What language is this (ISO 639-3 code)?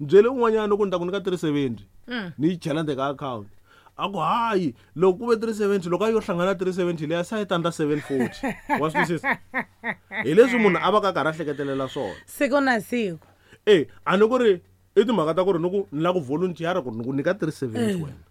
tso